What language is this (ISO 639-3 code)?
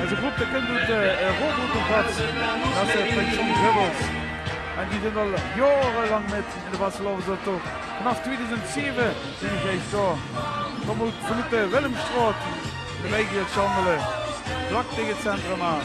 lim